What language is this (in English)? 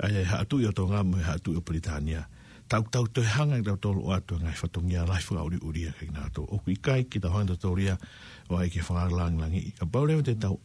Tongan